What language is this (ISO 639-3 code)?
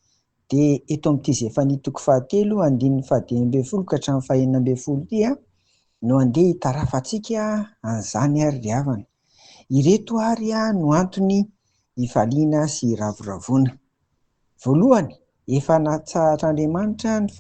mlg